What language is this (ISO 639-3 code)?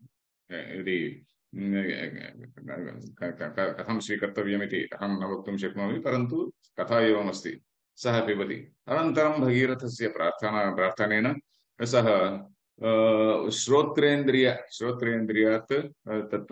san